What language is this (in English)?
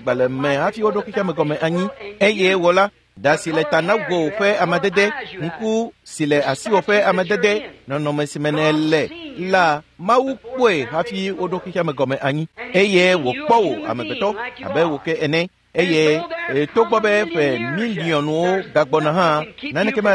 Ewe